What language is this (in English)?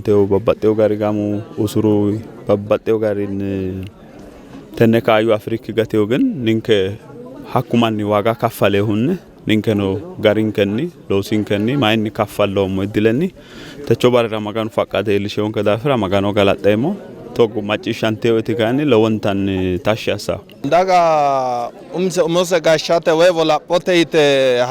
Sidamo